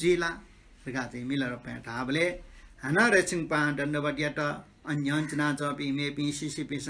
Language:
Newari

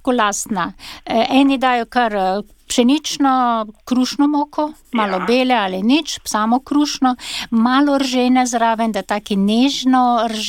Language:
Slovenian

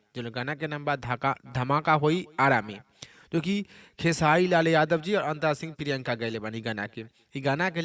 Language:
Bhojpuri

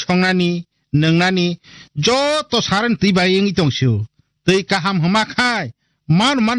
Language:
Kok Borok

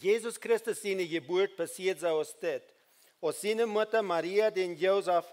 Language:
Plautdietsch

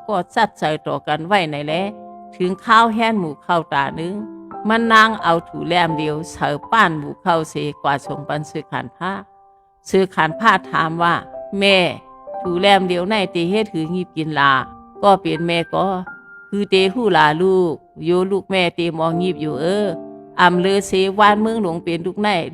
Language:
Shan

